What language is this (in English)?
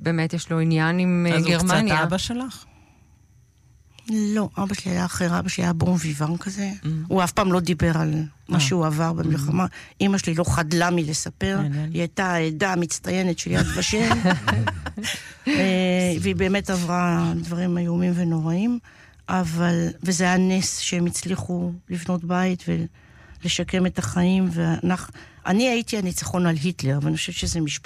Hebrew